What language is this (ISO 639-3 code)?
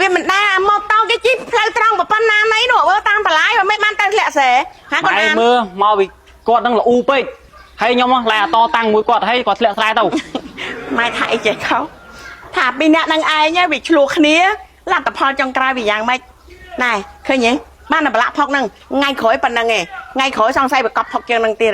khm